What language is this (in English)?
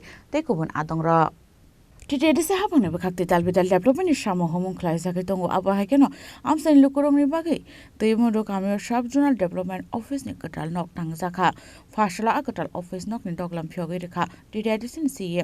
Kok Borok